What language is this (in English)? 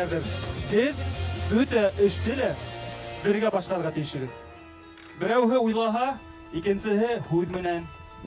Bashkir